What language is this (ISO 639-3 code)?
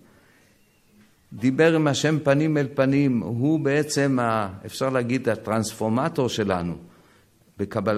heb